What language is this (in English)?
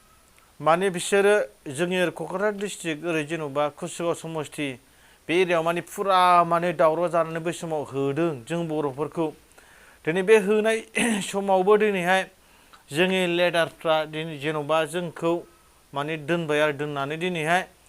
Bodo